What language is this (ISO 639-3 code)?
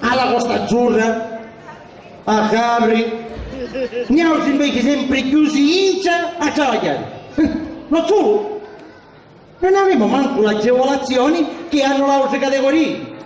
scn